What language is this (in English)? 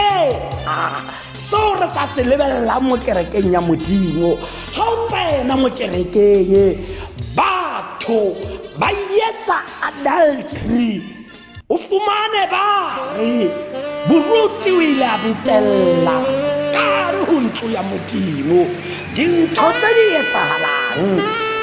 Tswana